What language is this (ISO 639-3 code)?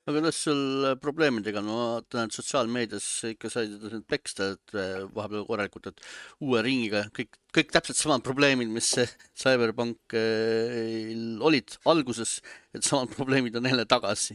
est